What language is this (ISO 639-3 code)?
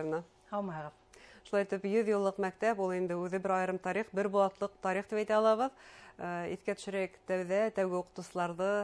bak